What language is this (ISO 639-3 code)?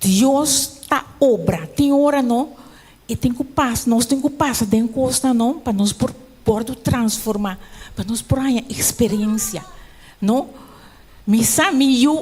pap